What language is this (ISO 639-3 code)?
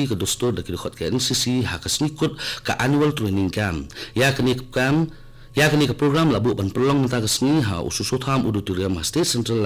kha